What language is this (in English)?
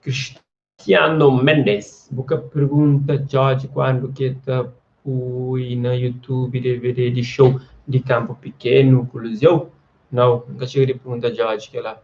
Kabuverdianu